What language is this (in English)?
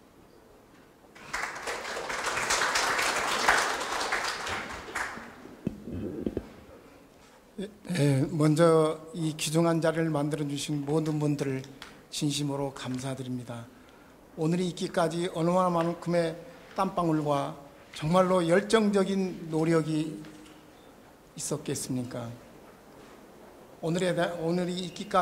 Korean